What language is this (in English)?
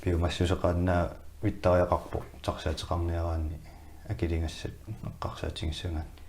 Kalaallisut